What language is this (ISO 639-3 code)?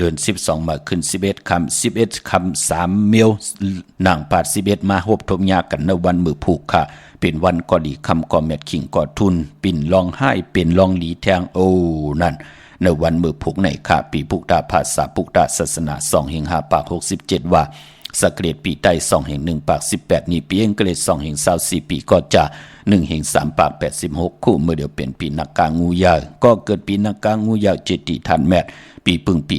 shn